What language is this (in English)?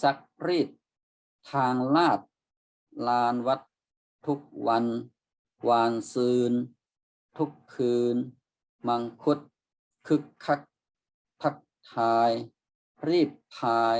Shan